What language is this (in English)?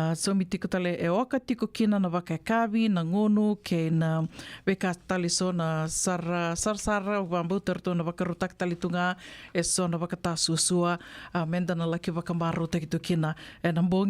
Fijian